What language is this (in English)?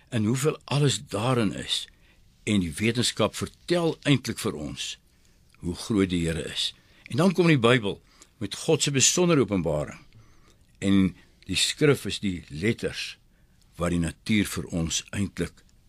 Afrikaans